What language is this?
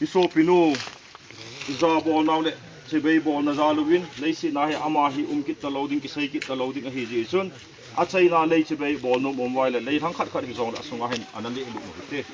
Thado Chin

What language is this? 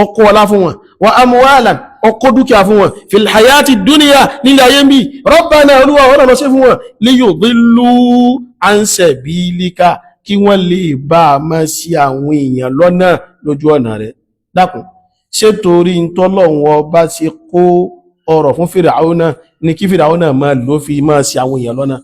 Yoruba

